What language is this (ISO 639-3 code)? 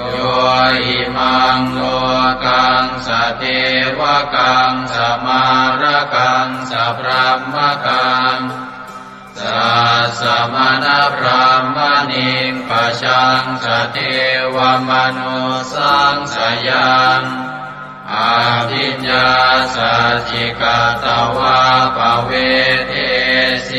pli